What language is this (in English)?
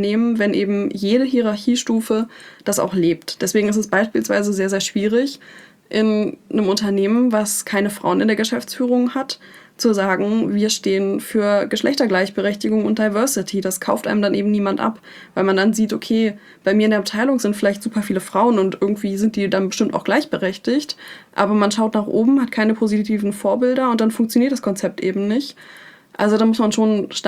German